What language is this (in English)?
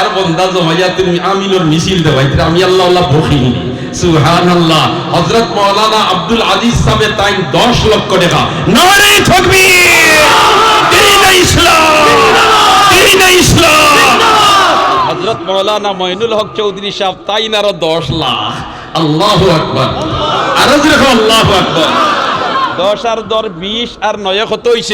Sylheti